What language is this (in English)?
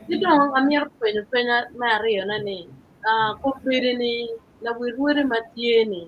Acoli